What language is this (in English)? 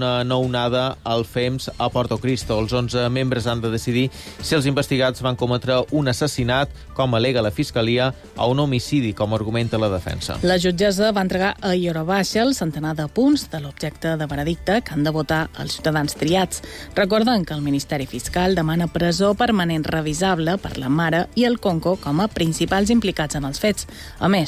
Catalan